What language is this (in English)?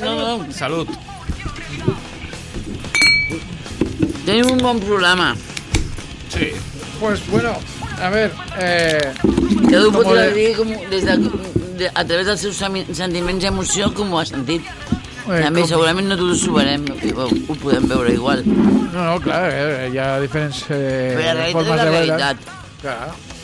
Catalan